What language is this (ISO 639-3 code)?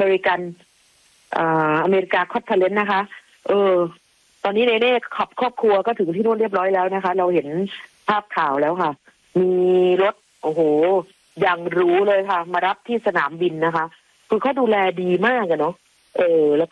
tha